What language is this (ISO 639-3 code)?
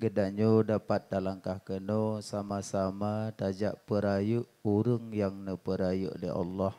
ace